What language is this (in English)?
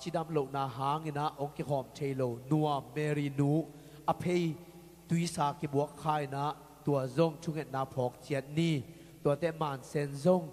Tedim Chin